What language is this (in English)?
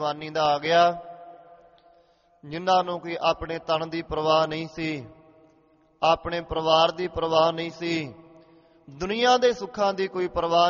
Punjabi